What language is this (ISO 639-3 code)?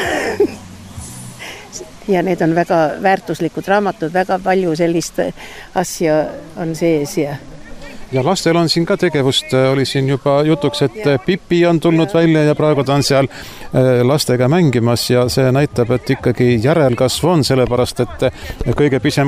est